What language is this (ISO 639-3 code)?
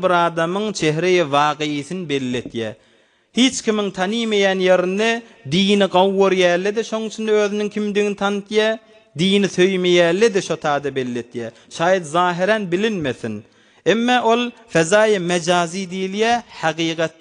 tuk